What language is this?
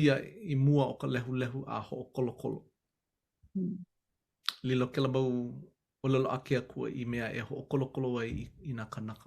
Hawaiian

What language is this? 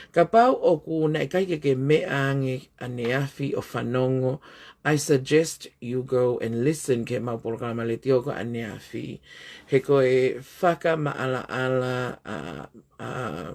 Tongan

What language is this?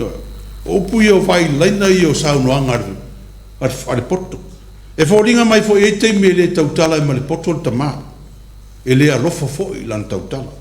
Samoan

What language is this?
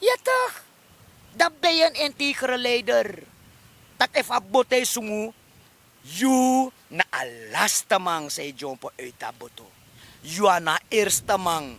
Sranan Tongo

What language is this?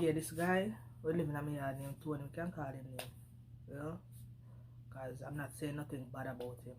Jamaican Creole English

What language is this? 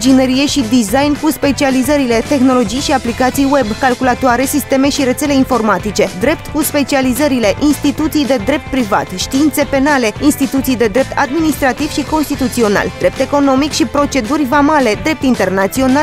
Romanian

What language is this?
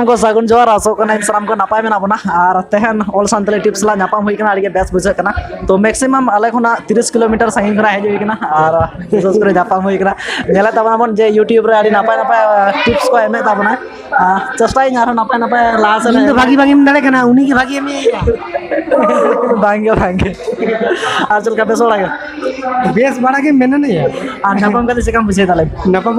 Santali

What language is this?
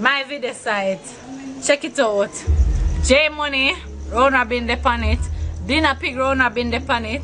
Jamaican Creole English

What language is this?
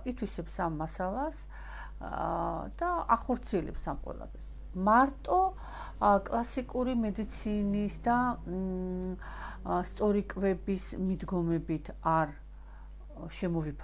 Georgian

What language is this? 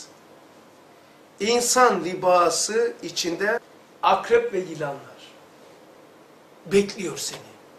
Turkish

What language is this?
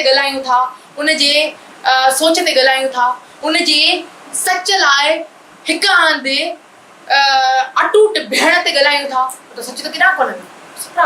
Sindhi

